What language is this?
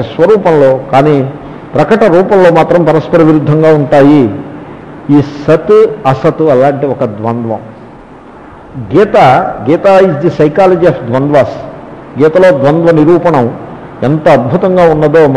Telugu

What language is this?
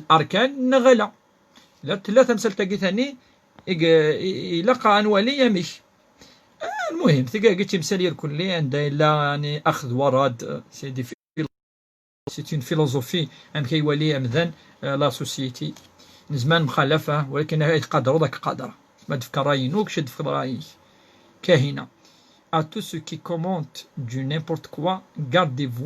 Kabyle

